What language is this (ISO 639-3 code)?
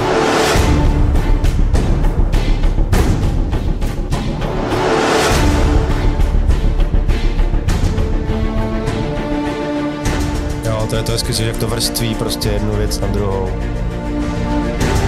ces